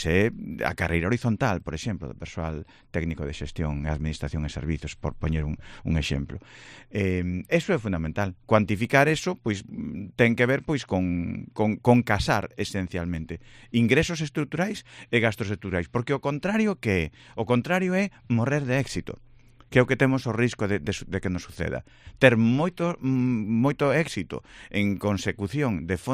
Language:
Galician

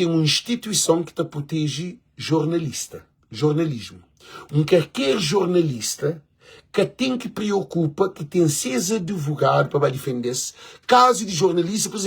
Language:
Kabuverdianu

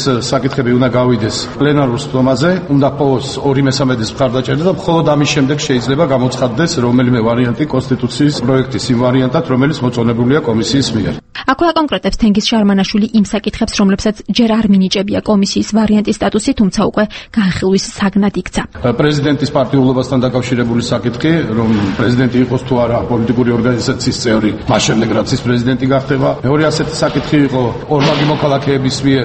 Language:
Georgian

